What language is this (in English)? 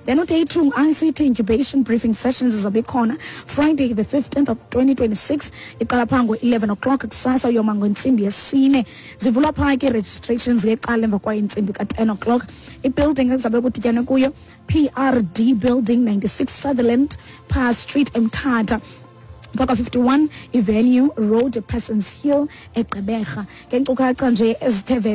Xhosa